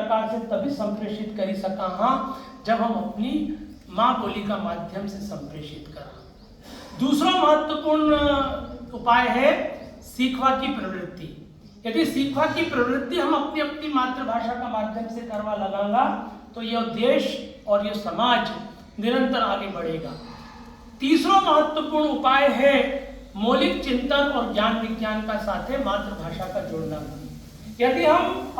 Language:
Rajasthani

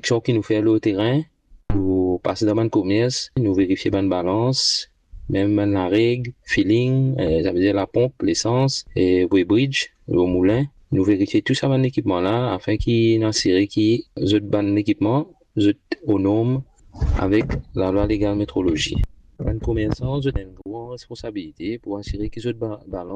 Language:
Morisyen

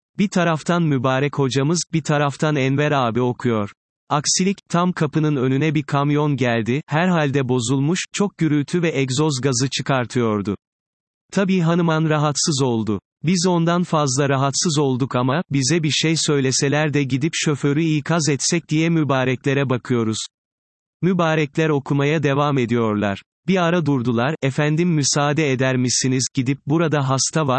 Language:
Turkish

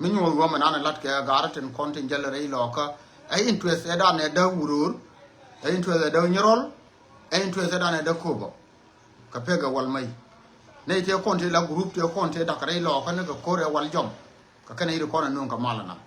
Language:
Nuer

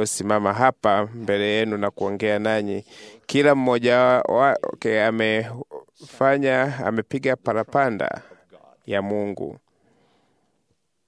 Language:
Swahili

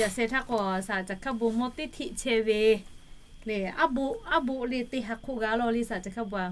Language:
Lahu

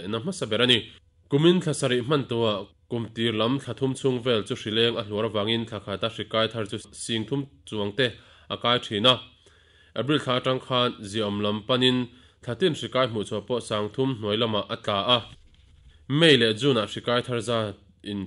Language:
Mizo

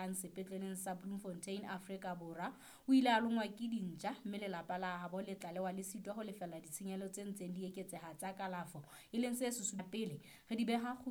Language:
Southern Sotho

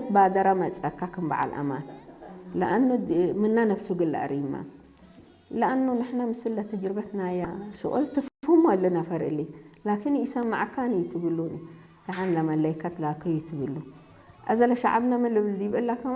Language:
Tigre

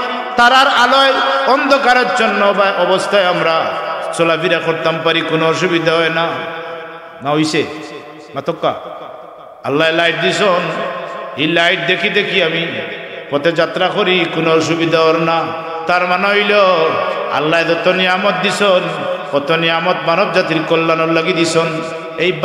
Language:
Sylheti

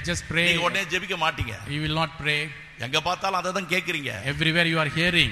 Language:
Tamil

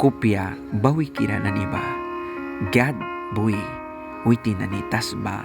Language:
Mískito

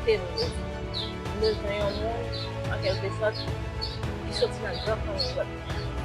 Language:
Haitian Creole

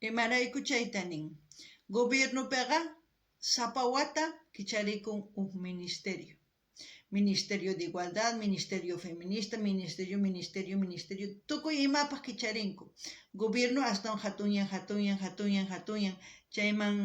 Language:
South Bolivian Quechua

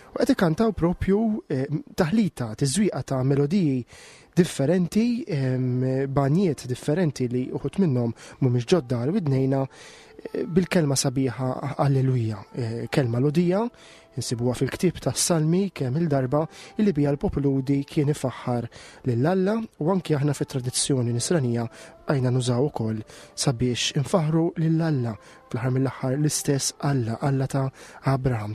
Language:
Maltese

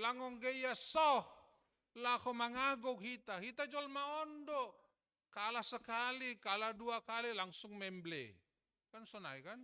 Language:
Batak Simalungun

